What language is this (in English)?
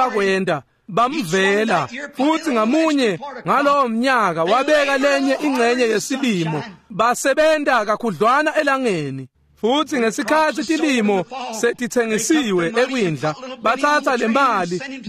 Swati